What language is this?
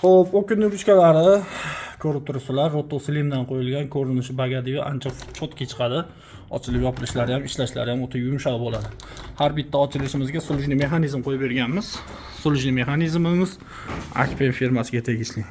Uzbek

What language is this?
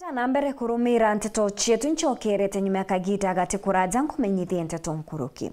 Meru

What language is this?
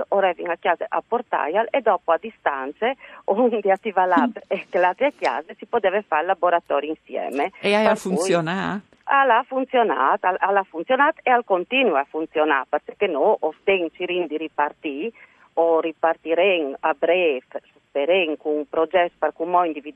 Friulian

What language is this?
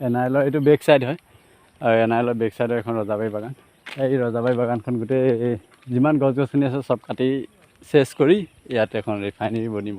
Assamese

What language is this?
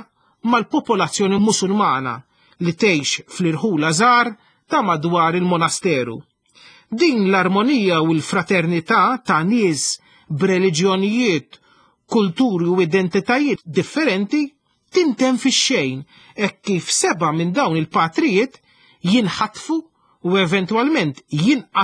Maltese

